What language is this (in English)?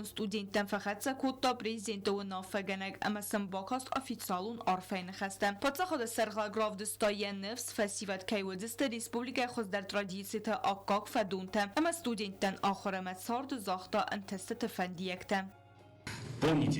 Ossetic